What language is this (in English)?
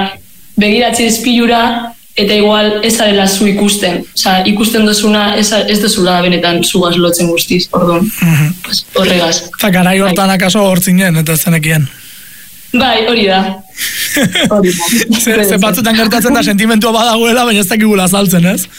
Basque